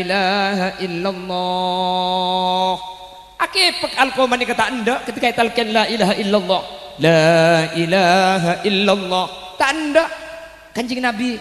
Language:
Madurese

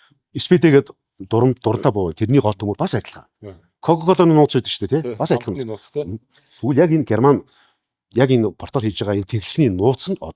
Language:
Mongolian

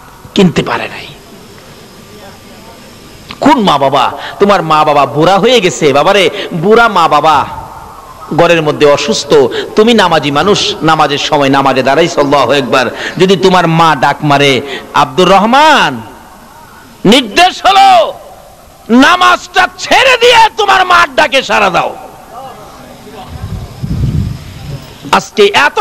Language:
Bangla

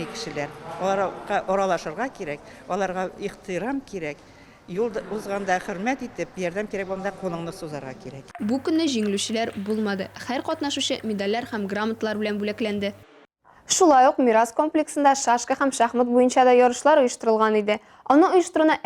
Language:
Tatar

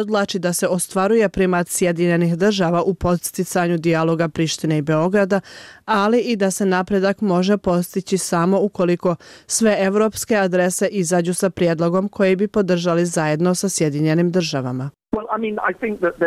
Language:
Bosnian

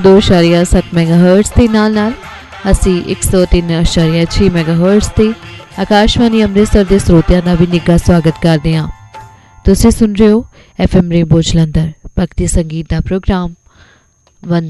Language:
Punjabi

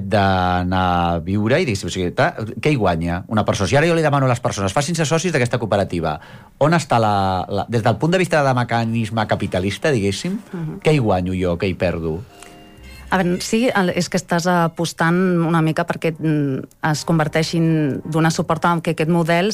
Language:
Catalan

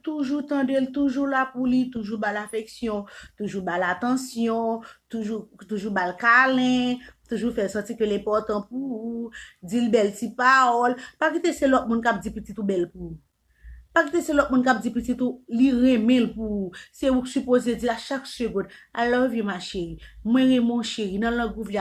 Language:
Haitian Creole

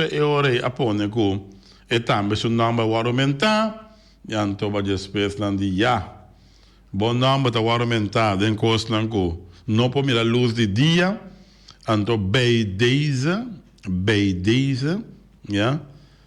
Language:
Papiamento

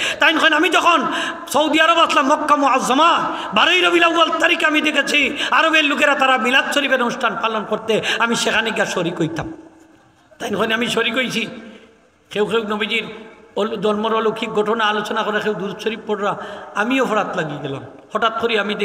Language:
Sylheti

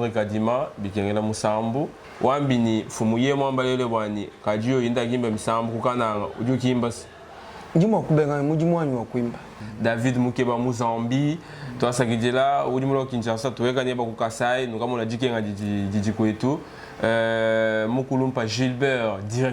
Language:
Luba-Lulua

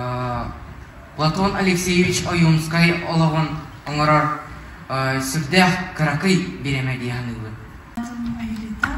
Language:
Yakut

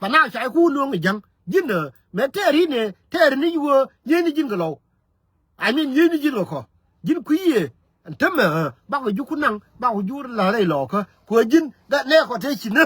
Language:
Nuer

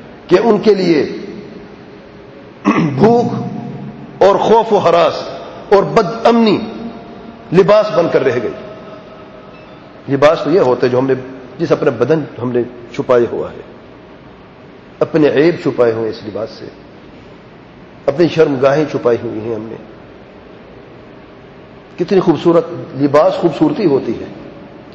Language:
Urdu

